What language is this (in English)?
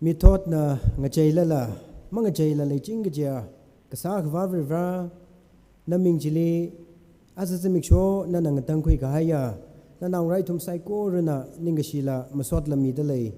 Tangkhul Naga (India)